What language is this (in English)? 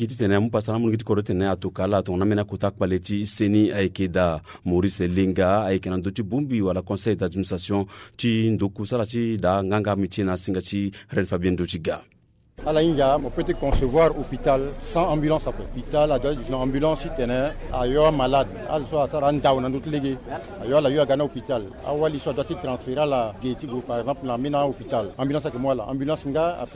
Sango